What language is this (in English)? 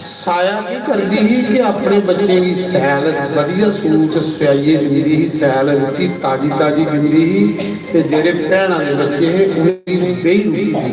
Dogri